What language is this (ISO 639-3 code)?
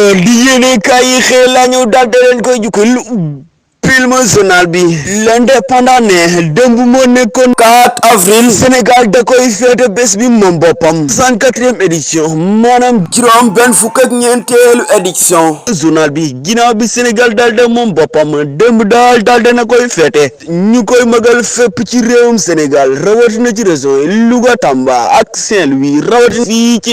wol